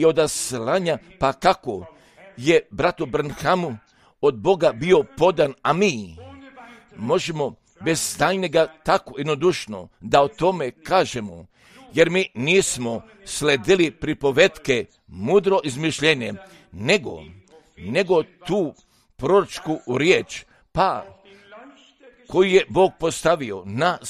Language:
Croatian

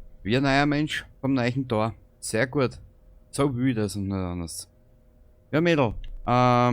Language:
Bavarian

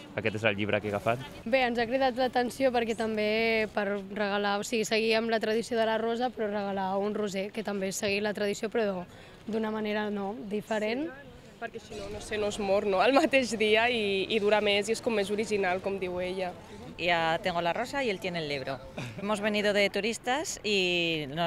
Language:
Catalan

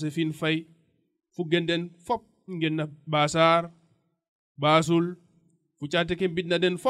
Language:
Serer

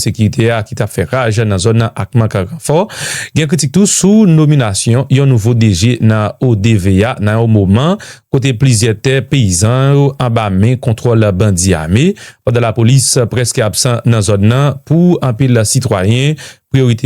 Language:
Haitian Creole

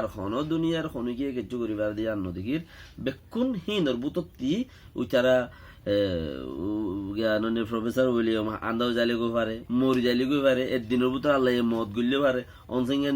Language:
Rohingya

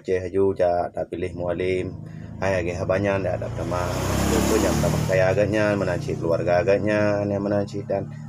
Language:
Achinese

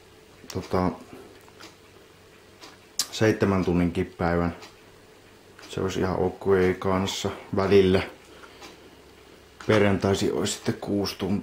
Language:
Finnish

